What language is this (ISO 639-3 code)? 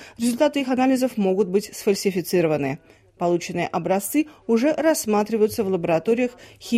rus